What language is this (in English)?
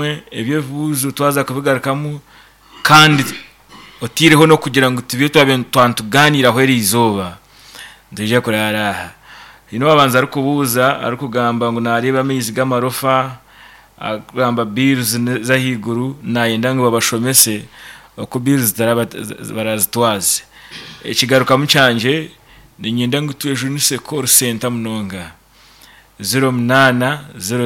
Nyankole